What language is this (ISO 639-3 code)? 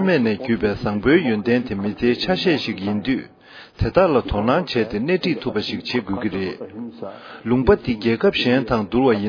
bod